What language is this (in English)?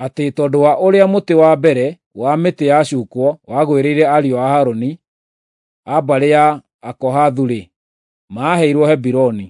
Kikuyu